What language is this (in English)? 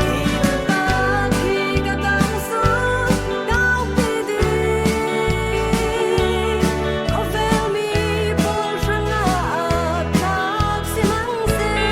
Falam Chin